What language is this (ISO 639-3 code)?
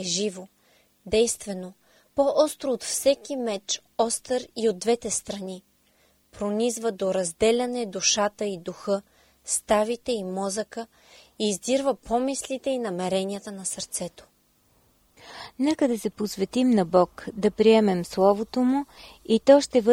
bul